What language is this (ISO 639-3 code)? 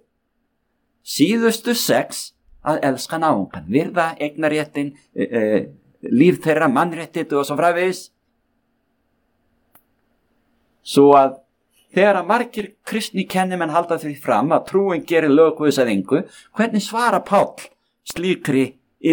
isl